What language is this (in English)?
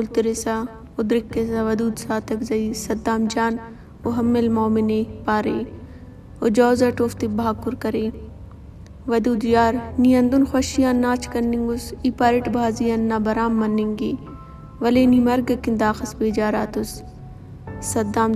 Brahui